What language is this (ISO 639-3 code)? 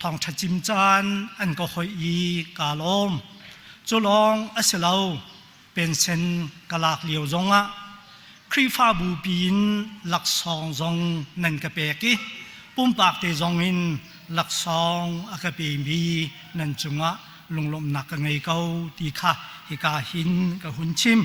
cnh